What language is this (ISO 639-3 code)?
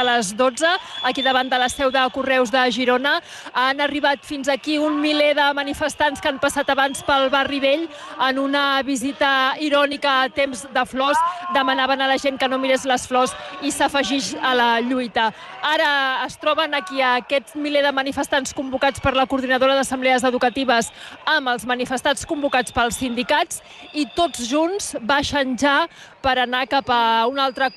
cat